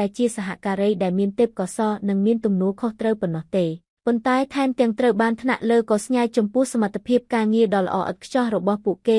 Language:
Khmer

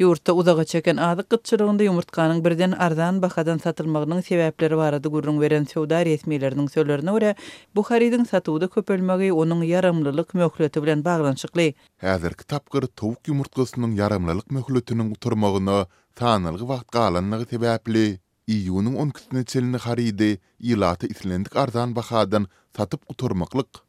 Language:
Turkmen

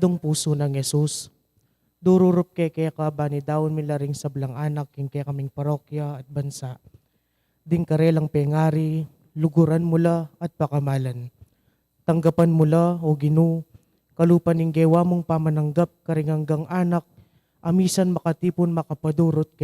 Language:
Pampanga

